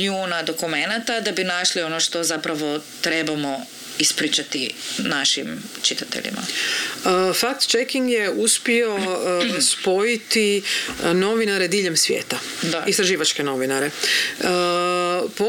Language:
Croatian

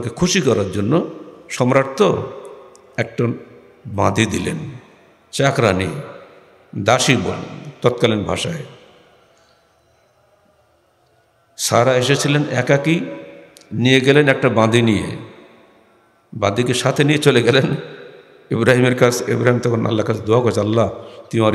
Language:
Bangla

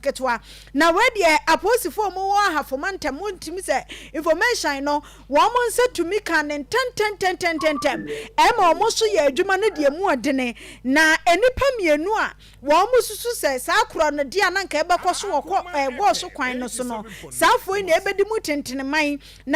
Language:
Akan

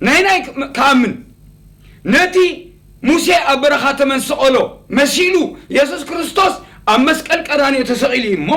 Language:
Tigrinya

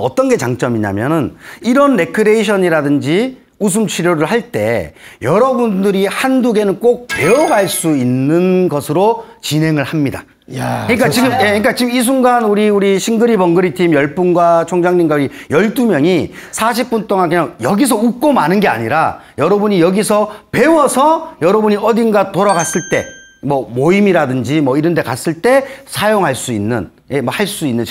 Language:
Korean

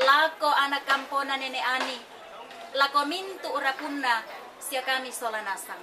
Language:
Toraja-Sa'dan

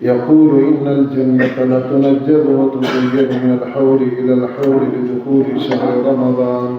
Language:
Baluchi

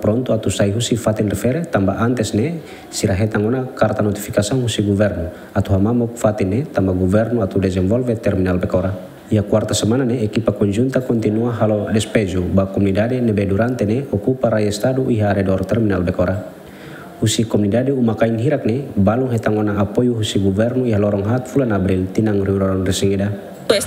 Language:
Tetum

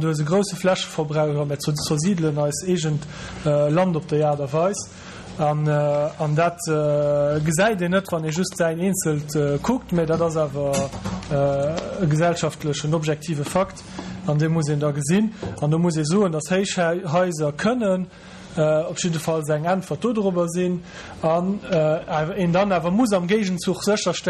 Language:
Luxembourgish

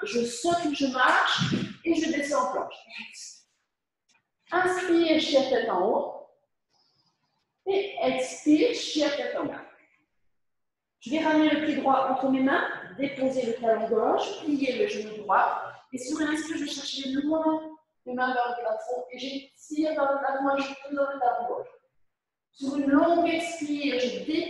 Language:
French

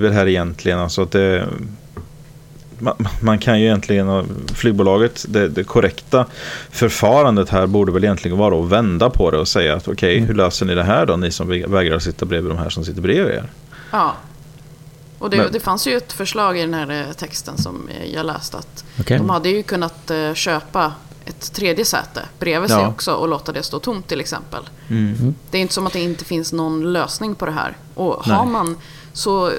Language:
Swedish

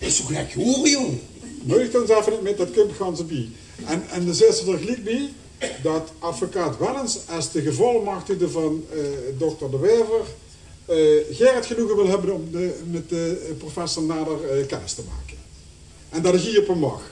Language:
Limburgish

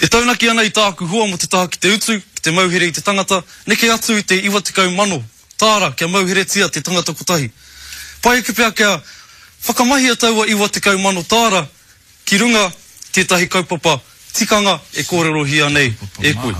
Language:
Māori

